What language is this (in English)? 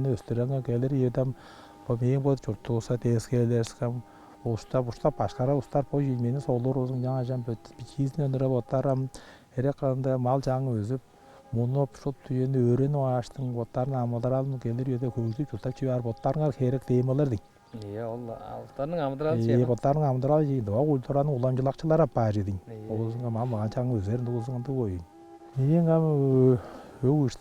Tuvinian